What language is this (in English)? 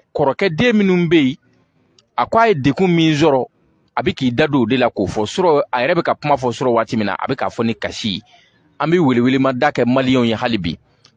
Bambara